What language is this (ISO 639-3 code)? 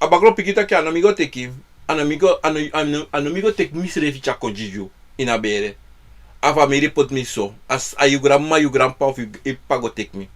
srn